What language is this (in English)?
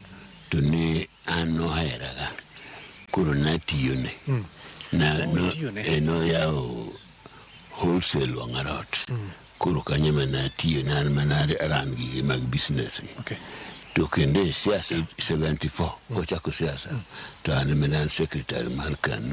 Luo (Kenya and Tanzania)